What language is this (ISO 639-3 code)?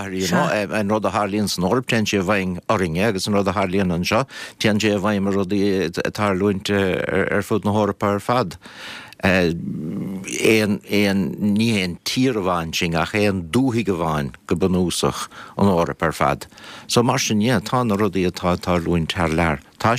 gle